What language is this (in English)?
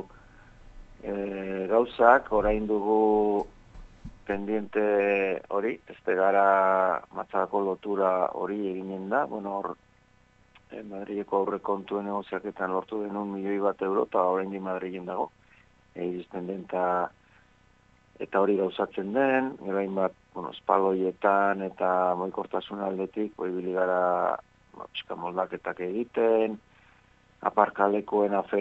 Basque